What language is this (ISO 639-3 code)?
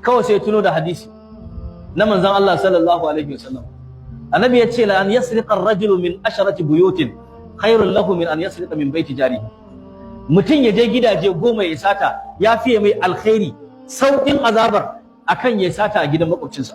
hau